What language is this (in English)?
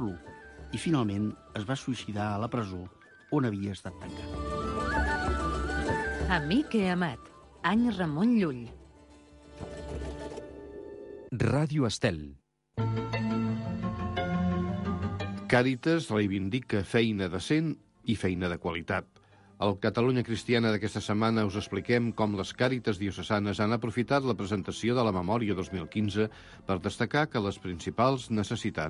Catalan